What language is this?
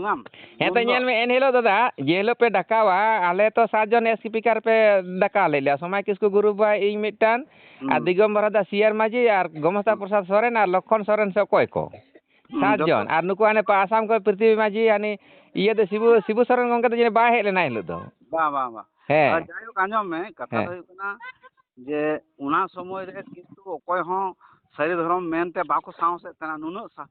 Santali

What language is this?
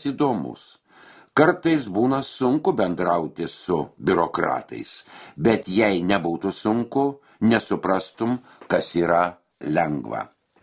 Lithuanian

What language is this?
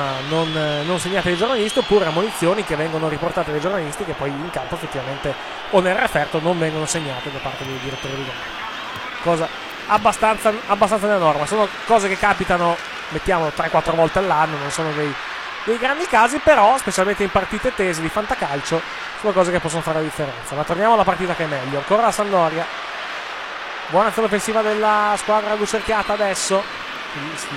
Italian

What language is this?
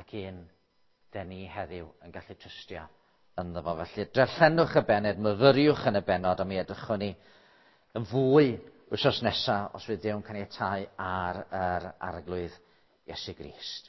Welsh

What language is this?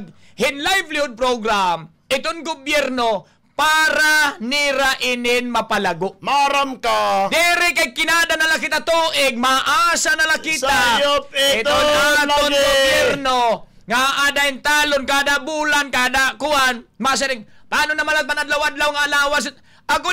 Waray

